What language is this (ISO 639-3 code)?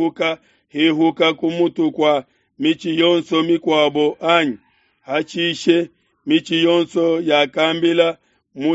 lua